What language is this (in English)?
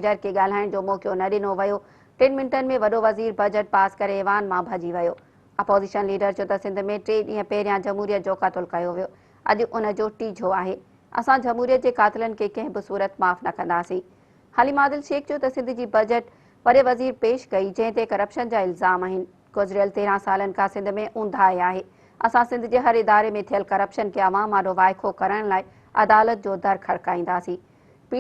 Sindhi